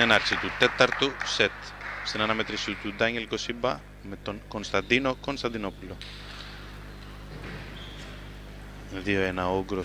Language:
Greek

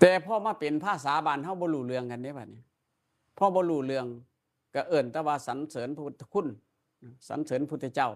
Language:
Northeastern Thai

